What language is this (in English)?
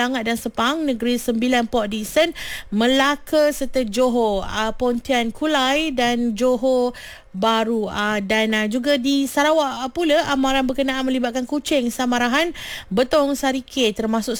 Malay